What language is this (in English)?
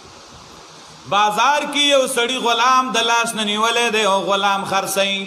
Pashto